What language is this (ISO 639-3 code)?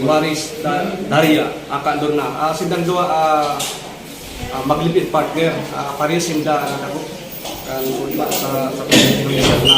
bik